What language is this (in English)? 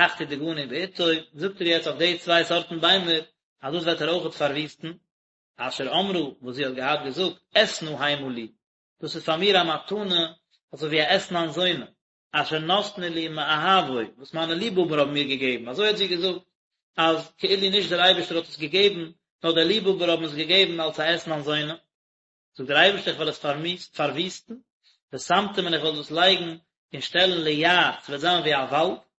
Yiddish